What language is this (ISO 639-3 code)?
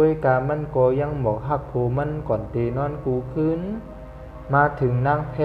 shn